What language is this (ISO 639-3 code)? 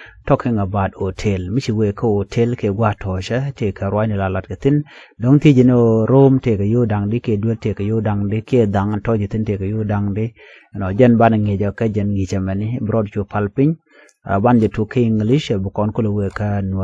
nus